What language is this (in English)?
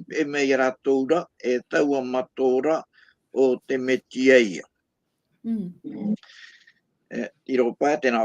Tahitian